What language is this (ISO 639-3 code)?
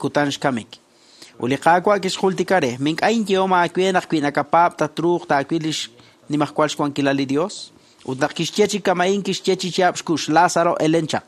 kek